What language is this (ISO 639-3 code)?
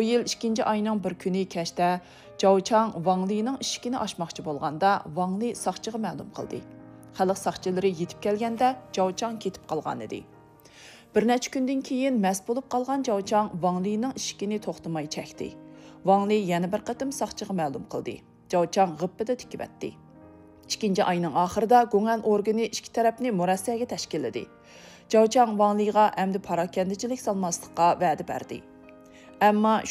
uig